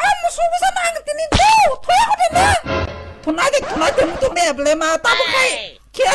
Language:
Kok Borok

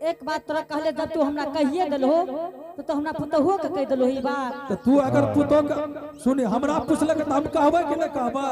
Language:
Angika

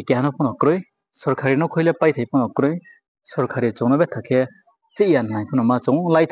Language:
Riang (India)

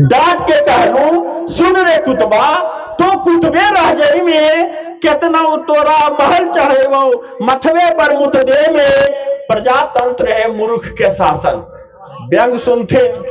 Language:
Magahi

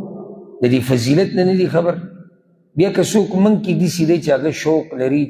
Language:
Pashto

